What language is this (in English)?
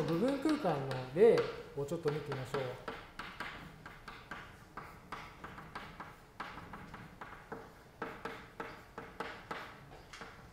Japanese